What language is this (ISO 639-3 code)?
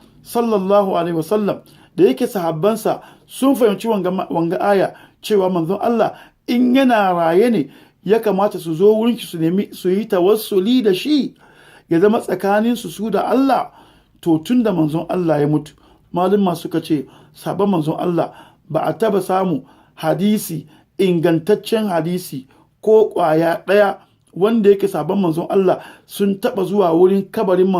hau